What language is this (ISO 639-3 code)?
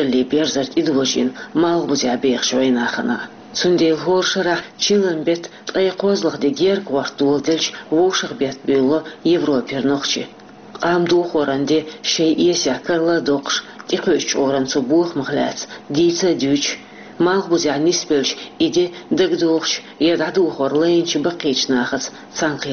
che